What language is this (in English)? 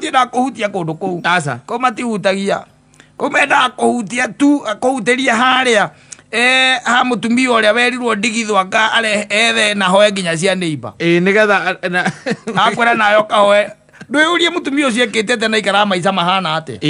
Kikuyu